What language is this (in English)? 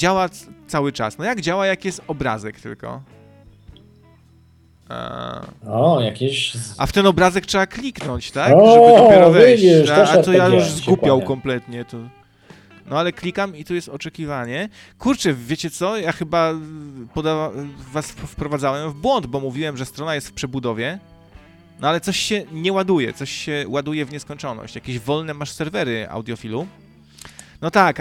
Polish